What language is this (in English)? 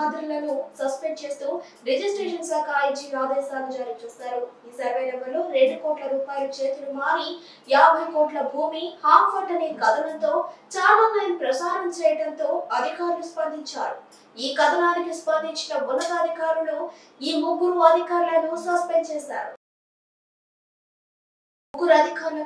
Telugu